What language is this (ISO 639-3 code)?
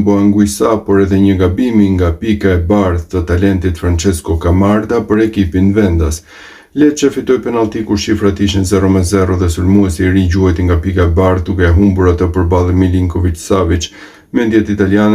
sqi